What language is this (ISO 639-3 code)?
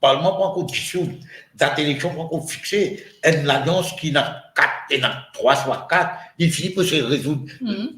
mfe